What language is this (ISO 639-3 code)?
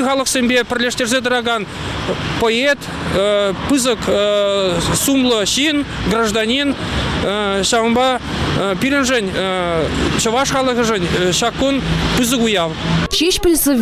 chv